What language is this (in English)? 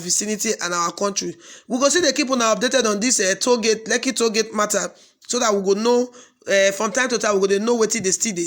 Nigerian Pidgin